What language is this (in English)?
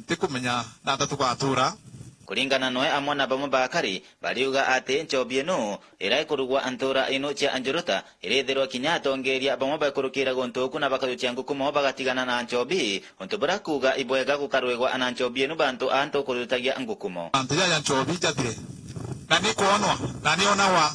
Meru